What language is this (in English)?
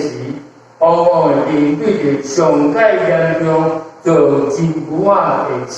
Min Nan Chinese